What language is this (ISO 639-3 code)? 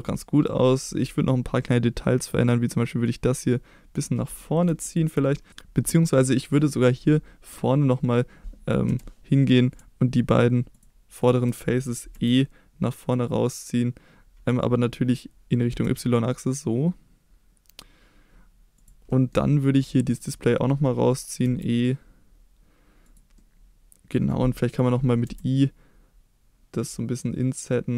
deu